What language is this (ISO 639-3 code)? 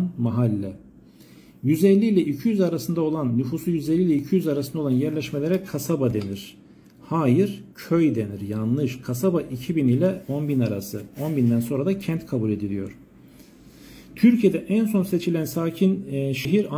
tur